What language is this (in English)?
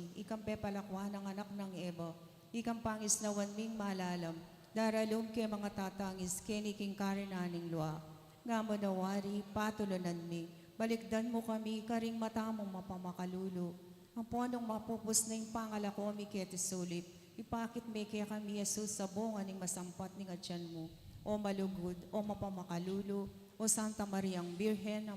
Pampanga